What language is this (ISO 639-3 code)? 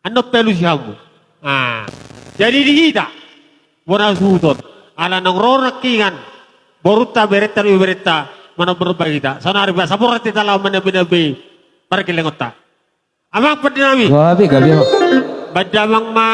bbc